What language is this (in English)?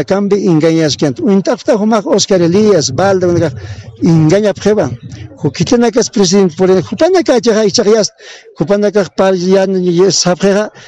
Aymara